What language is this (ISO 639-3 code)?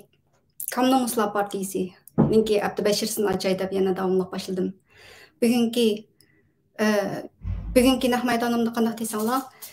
uig